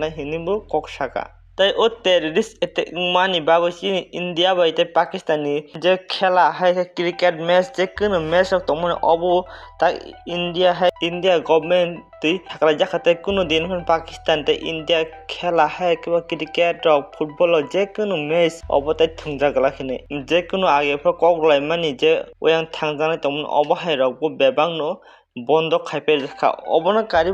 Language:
Kok Borok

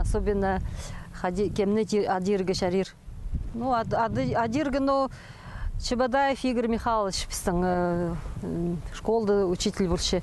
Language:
Khakas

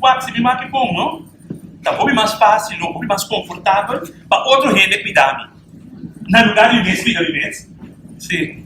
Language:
Papiamento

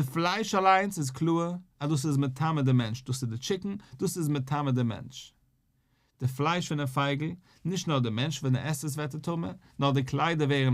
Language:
Yiddish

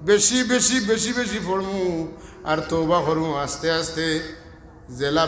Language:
Sylheti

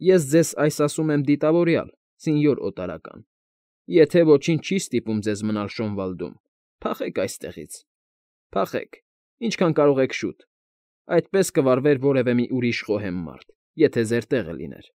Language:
Armenian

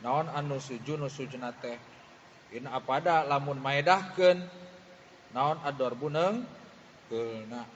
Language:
Sundanese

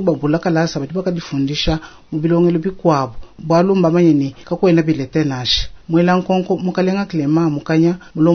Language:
Luba-Lulua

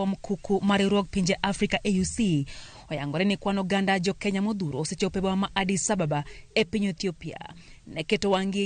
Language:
Luo (Kenya and Tanzania)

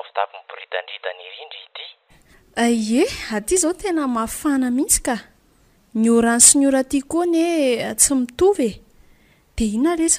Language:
Malagasy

